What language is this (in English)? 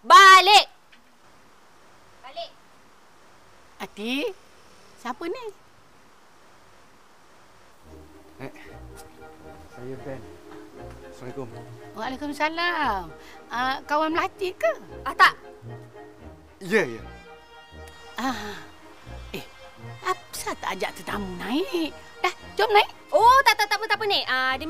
Malay